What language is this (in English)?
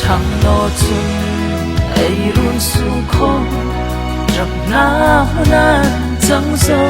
Hmar